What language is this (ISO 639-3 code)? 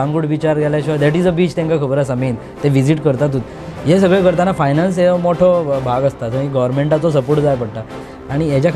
kok